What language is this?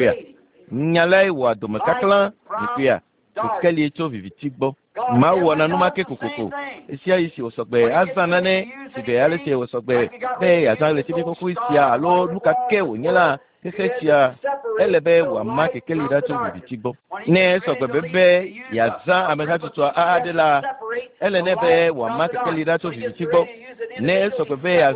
Ewe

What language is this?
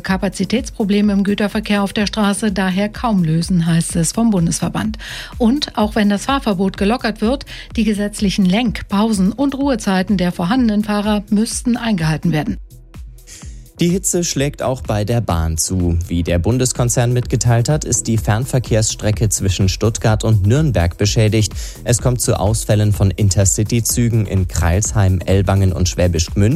German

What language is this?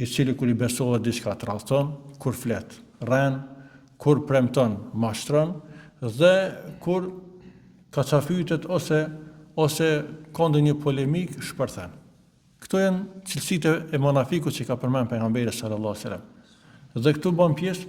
Albanian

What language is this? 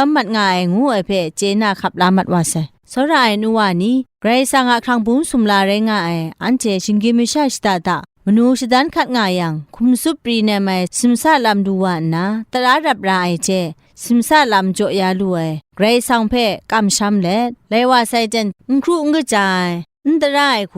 Kachin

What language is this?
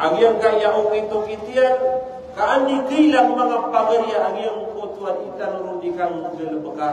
Maranao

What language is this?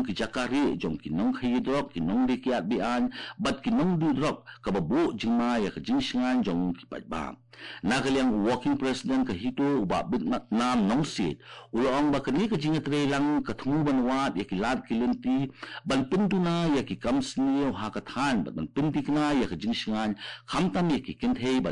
Khasi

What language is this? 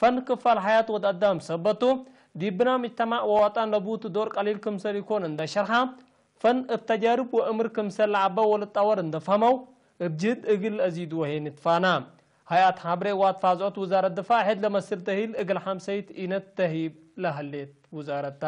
Tigre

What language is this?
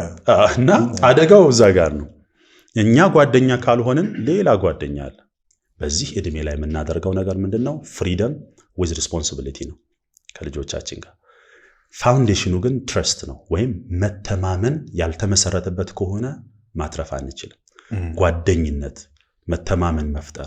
Amharic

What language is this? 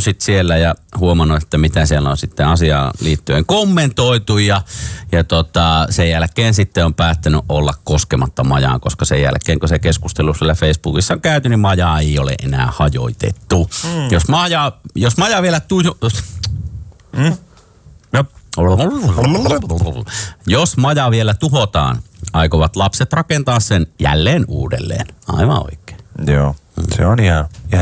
Finnish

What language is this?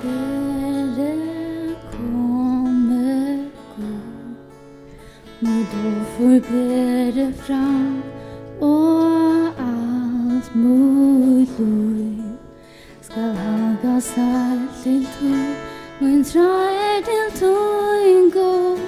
Faroese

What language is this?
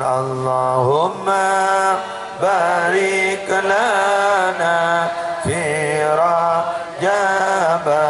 Madurese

